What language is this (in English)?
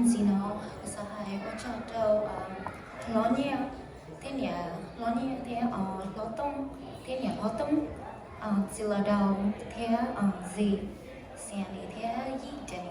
Hmong